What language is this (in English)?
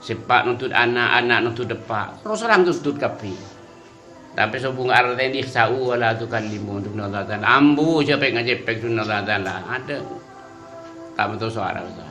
Madurese